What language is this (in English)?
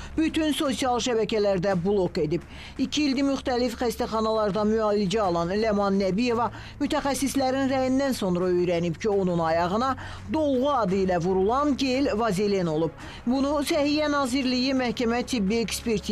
Azerbaijani